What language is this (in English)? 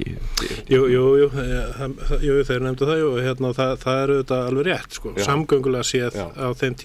Icelandic